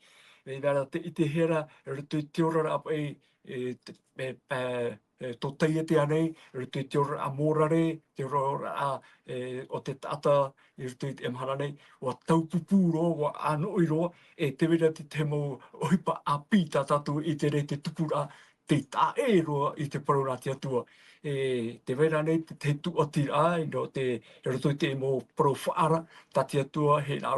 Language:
Tahitian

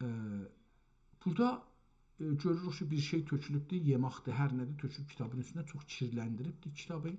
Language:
South Azerbaijani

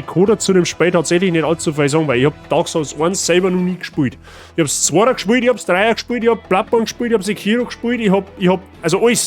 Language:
Bavarian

